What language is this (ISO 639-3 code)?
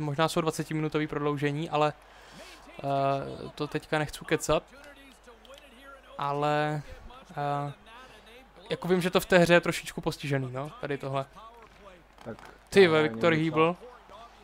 ces